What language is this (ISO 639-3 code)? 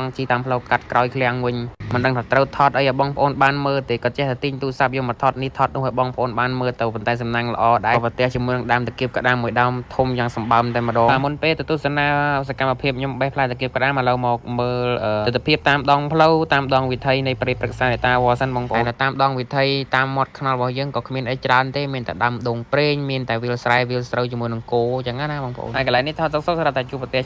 khm